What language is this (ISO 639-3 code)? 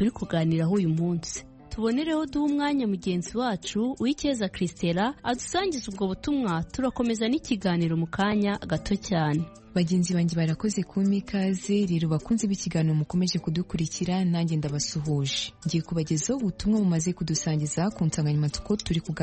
kin